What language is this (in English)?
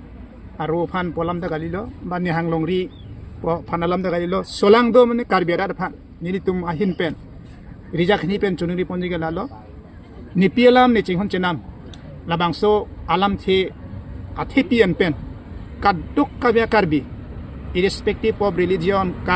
Karbi